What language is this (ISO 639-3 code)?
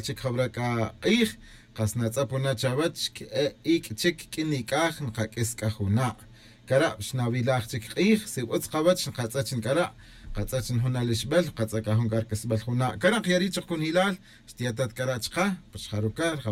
cak